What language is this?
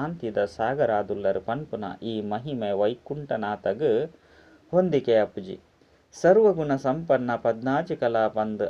Tulu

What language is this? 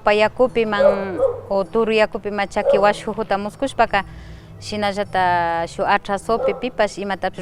Imbabura Highland Quichua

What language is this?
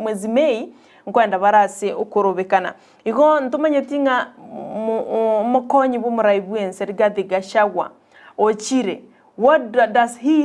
Gusii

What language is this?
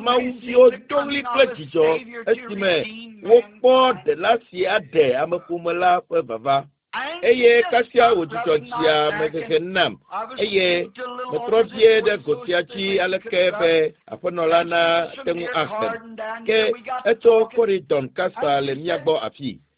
Ewe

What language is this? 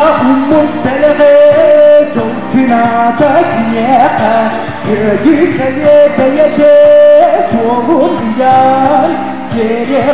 Yakut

